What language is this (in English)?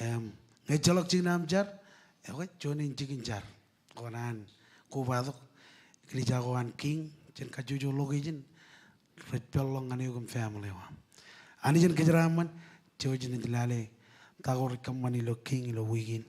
Marshallese